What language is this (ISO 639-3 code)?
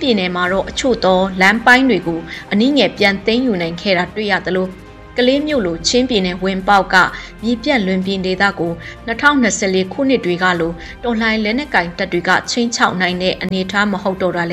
mya